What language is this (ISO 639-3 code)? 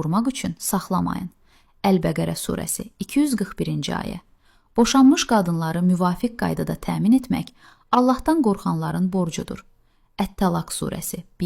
aze